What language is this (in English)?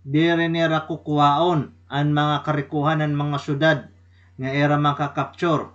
Waray